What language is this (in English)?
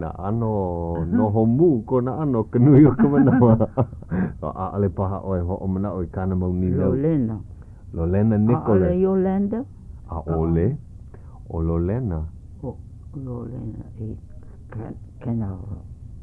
Hawaiian